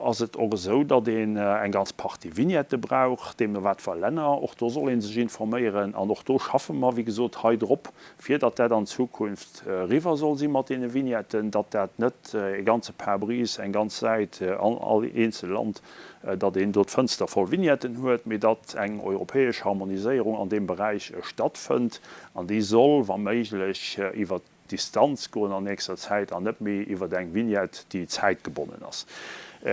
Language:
Luxembourgish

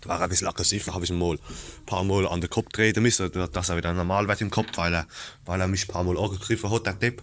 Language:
Palatine German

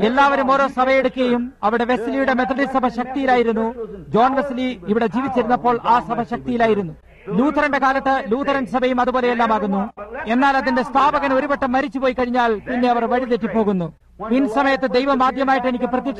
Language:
Malayalam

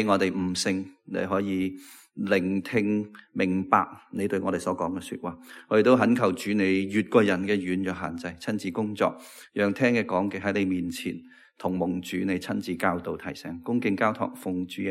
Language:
Cantonese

